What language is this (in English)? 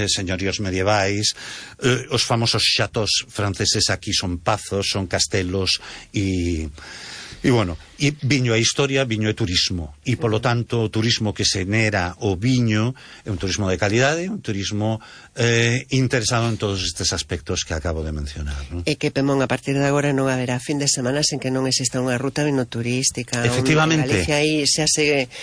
Galician